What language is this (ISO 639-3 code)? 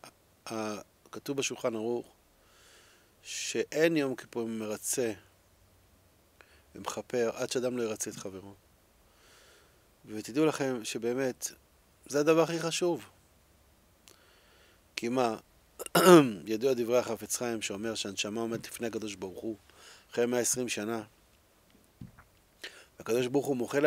heb